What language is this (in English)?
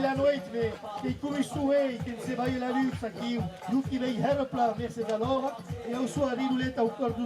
Occitan